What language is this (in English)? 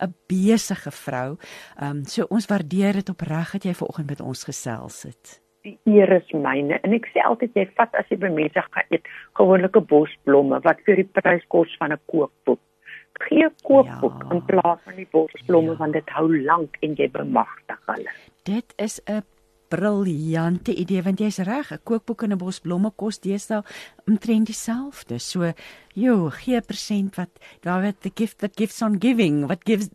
Afrikaans